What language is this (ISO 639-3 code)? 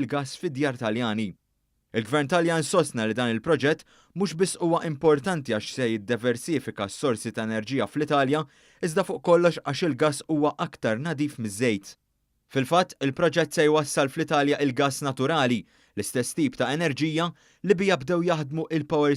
mlt